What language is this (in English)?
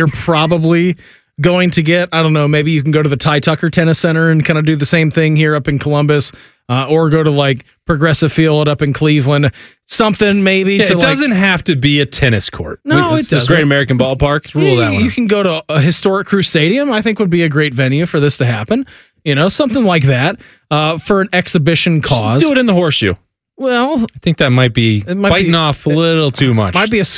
English